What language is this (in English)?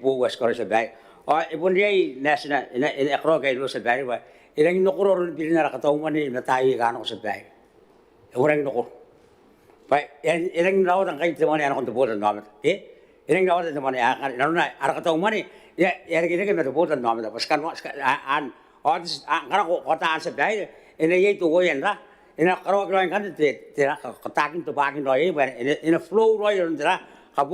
Gilbertese